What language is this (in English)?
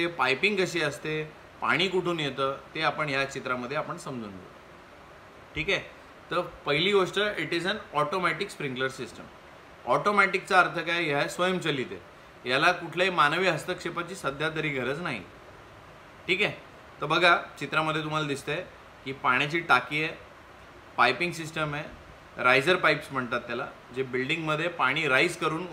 Marathi